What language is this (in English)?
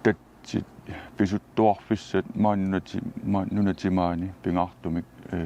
Kalaallisut